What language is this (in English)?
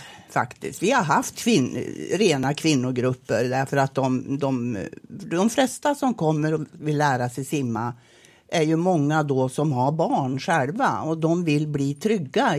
Swedish